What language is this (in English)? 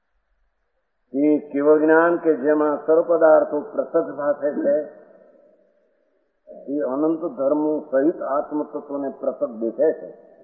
Gujarati